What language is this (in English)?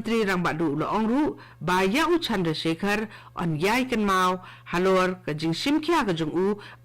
Khasi